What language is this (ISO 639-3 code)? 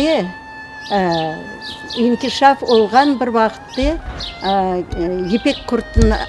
crh